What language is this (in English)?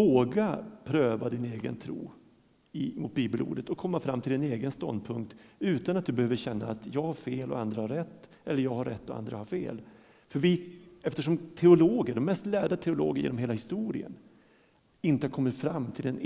Swedish